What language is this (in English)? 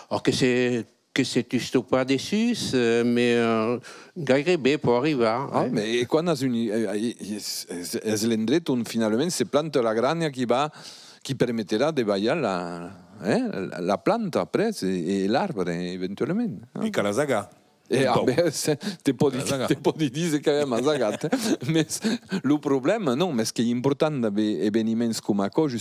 Occitan